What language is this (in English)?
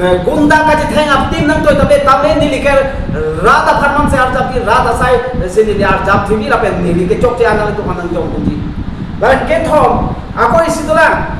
Karbi